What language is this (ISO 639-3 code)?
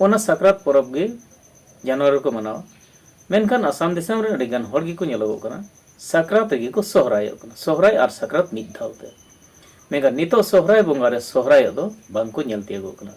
sat